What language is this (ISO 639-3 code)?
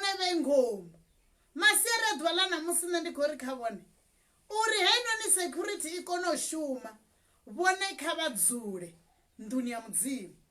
ven